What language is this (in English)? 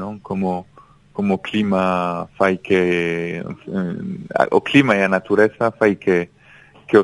Galician